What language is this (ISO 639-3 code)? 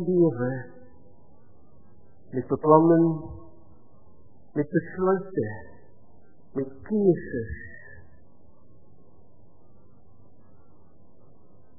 afr